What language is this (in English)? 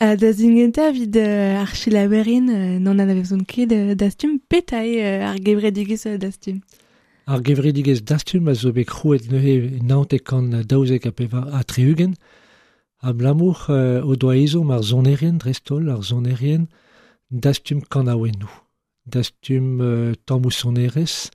Breton